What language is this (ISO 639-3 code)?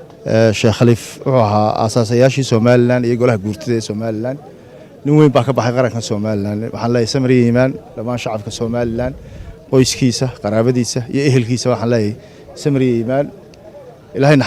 som